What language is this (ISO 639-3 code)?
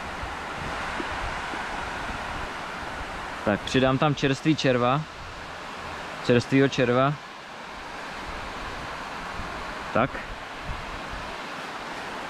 ces